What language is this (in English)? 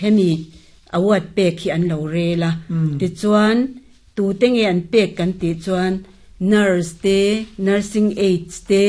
Mizo